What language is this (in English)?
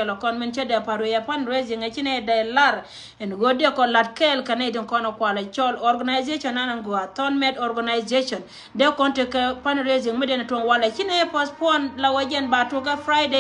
Nuer